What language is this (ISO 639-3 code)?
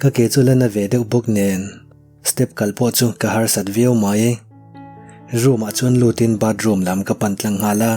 lus